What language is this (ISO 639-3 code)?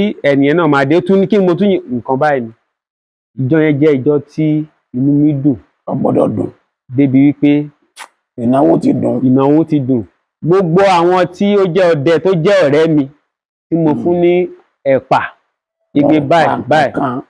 yor